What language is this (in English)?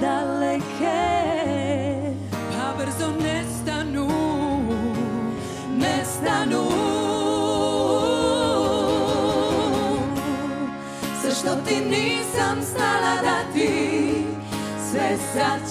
Croatian